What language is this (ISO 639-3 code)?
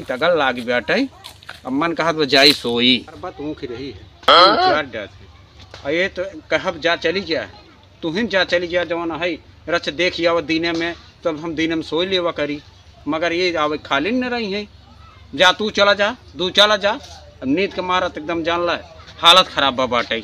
awa